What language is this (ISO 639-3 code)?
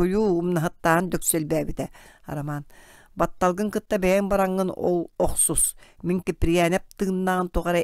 sah